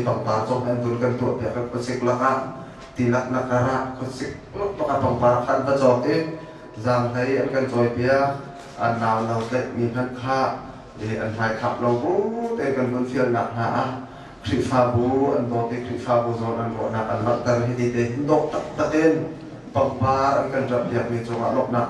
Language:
Hakha Chin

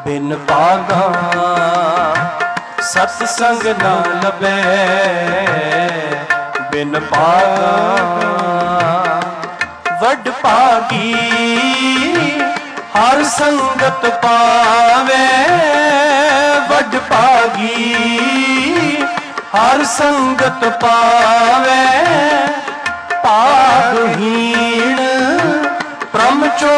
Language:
Punjabi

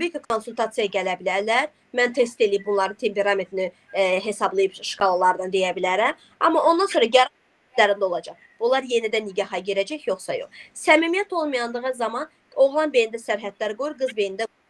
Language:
Azerbaijani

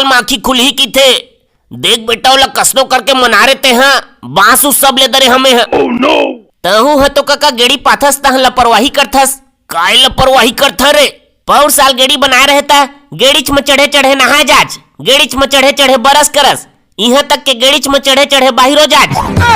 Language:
Chhattisgarhi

